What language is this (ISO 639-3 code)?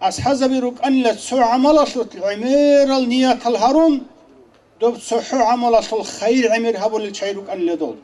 ava